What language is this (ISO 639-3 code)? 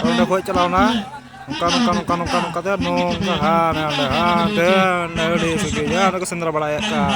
sat